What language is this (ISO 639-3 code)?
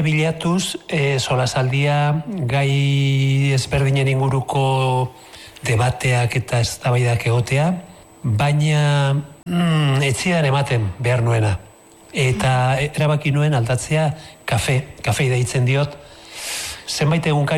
eus